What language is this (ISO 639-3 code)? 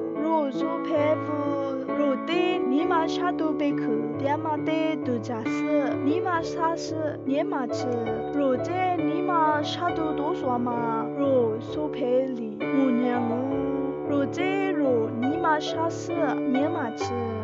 lis